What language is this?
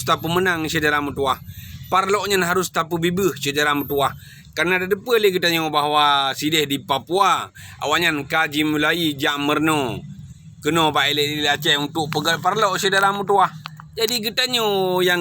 Achinese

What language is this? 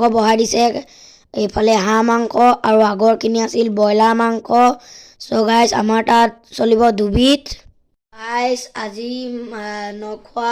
Assamese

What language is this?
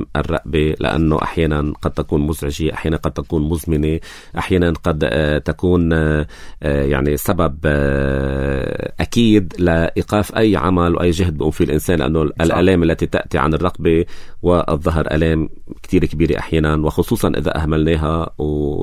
North Levantine Arabic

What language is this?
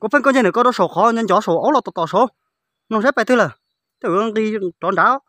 Hmong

